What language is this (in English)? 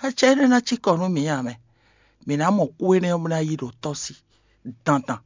Fon